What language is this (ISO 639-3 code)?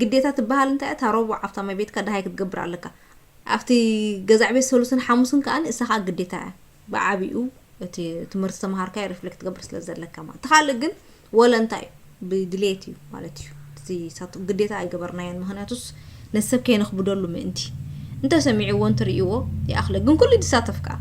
tir